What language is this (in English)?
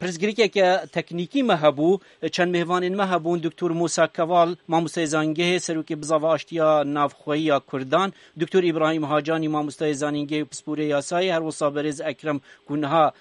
Kurdish